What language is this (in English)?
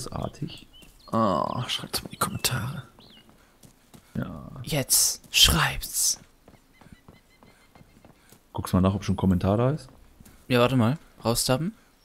German